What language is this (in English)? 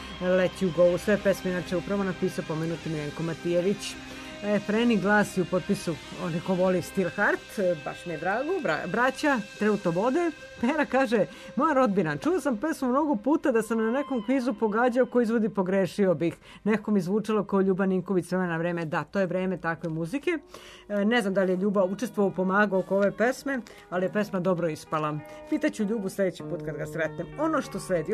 Serbian